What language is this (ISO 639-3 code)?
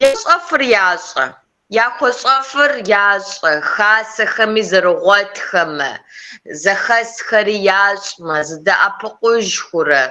kbd